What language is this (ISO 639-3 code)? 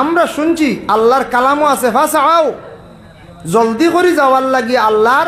syl